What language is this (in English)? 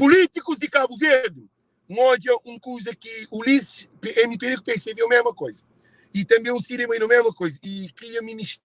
Kabuverdianu